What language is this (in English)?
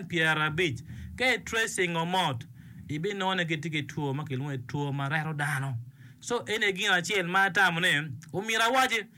Acoli